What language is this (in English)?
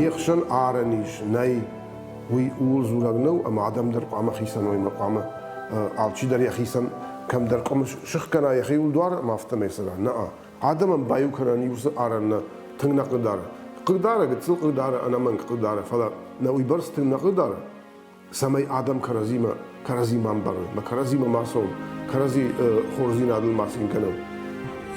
Ossetic